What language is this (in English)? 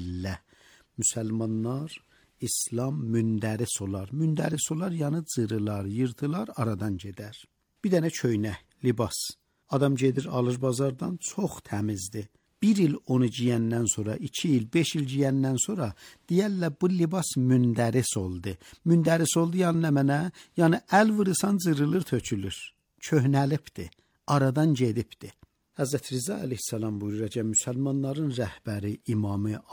Azerbaijani